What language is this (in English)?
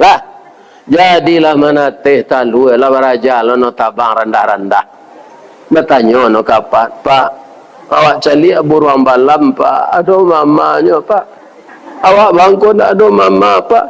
Minangkabau